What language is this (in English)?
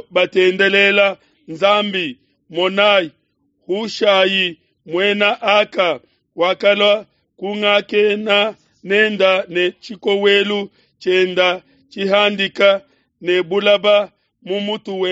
Luba-Lulua